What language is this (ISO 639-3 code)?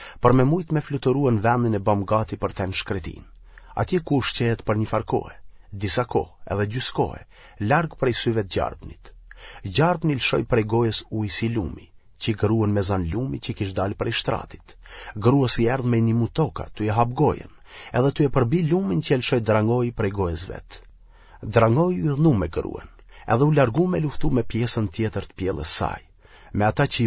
sqi